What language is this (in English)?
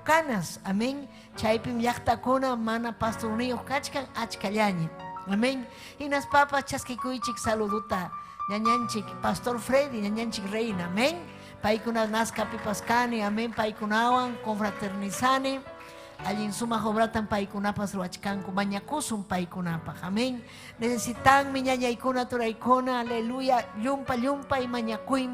Ayacucho Quechua